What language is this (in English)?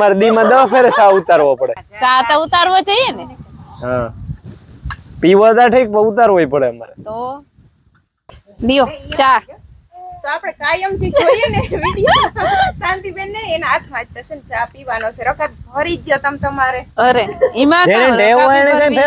Gujarati